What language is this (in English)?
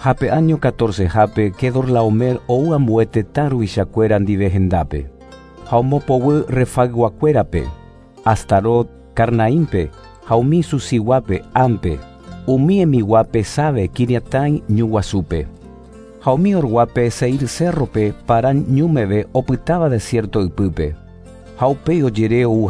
Guarani